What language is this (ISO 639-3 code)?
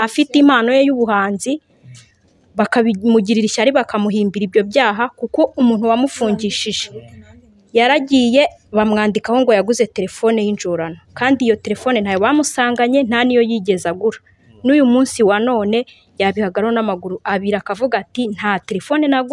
kin